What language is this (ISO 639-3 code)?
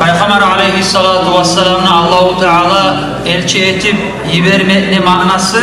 kum